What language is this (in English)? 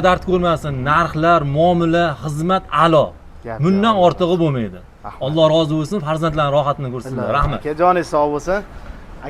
Uzbek